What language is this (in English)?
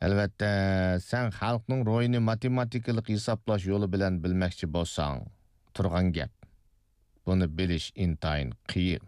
Uyghur